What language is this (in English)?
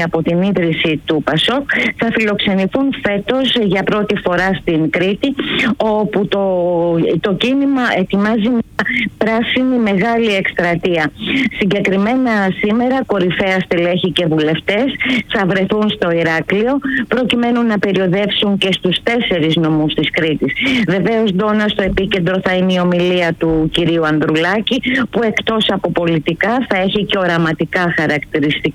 Greek